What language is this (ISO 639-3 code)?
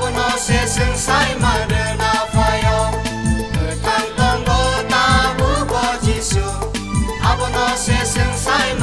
trp